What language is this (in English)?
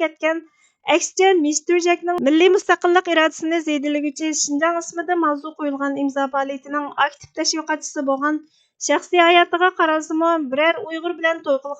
Uyghur